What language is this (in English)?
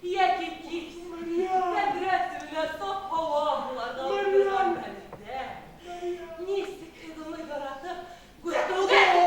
Bashkir